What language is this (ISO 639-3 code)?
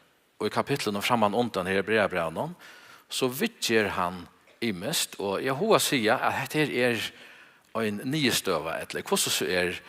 fao